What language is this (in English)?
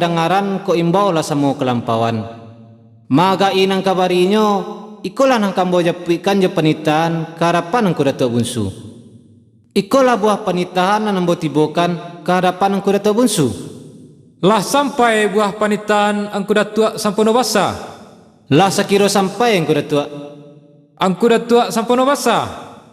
Minangkabau